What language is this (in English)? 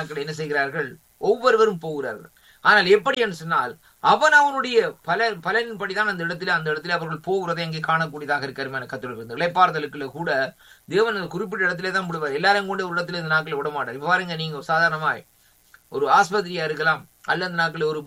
Tamil